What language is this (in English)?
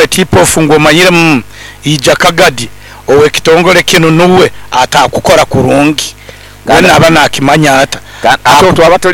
Nyoro